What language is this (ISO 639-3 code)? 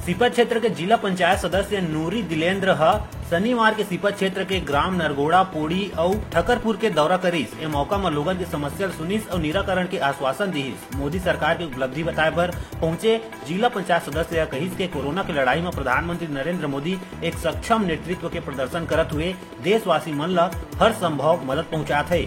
hne